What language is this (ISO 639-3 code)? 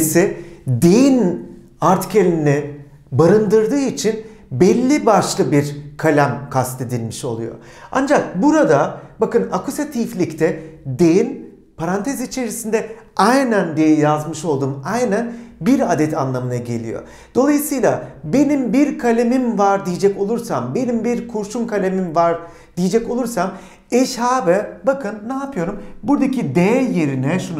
tur